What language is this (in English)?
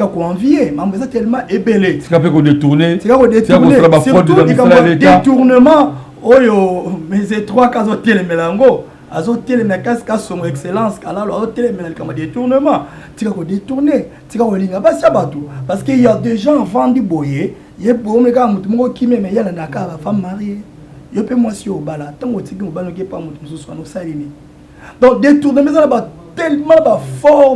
Lingala